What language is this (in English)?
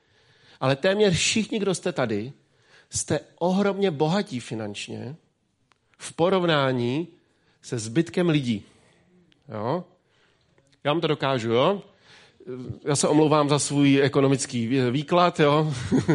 Czech